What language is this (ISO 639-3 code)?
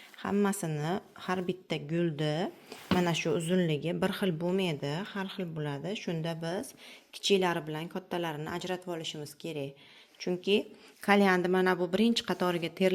uzb